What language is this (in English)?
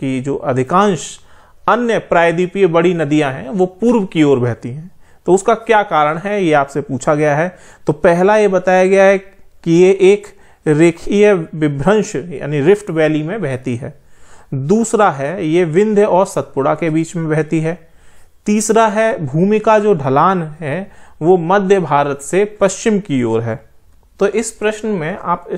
Hindi